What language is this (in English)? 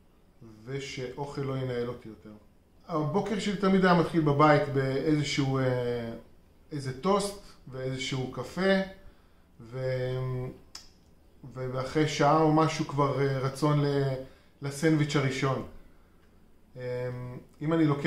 Hebrew